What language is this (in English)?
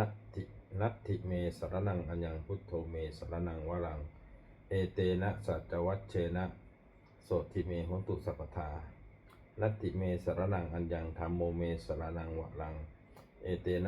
Pali